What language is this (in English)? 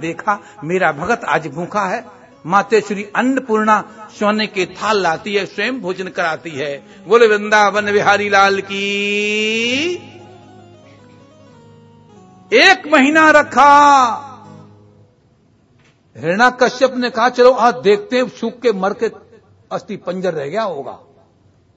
Hindi